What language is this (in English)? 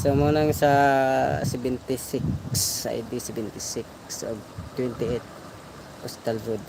Cebuano